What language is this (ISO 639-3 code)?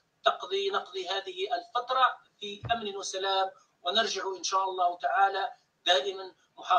ara